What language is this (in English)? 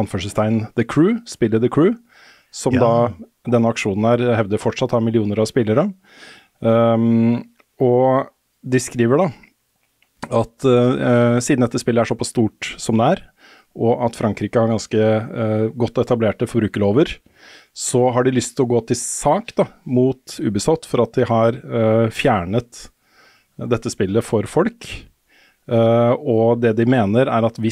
Norwegian